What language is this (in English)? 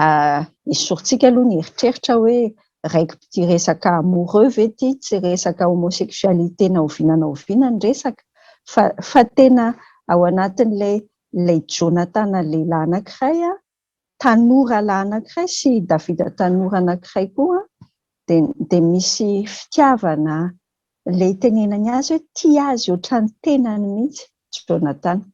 Malagasy